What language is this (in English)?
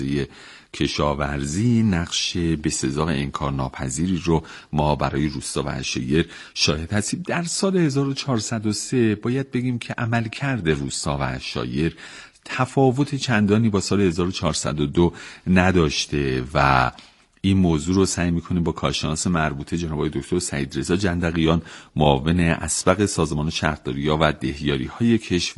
Persian